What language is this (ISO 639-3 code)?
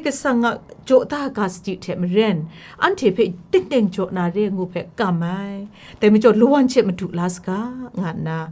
kac